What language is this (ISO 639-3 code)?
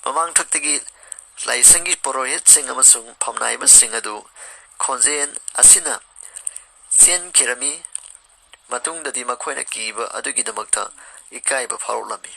mni